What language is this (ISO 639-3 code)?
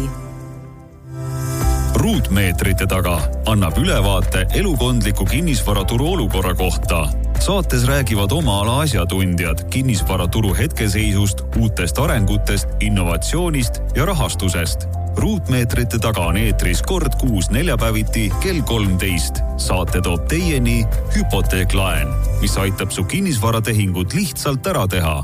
est